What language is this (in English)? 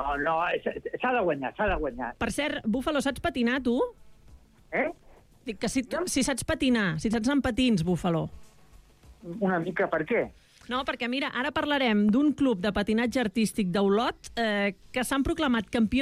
Catalan